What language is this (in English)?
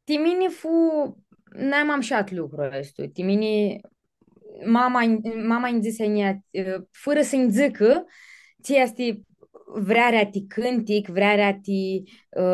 Aromanian